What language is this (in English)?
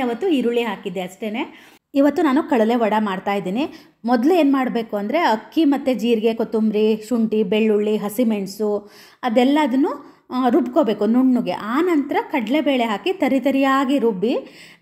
Kannada